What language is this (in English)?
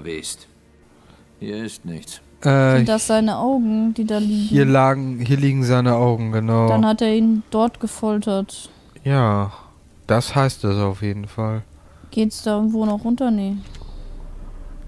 German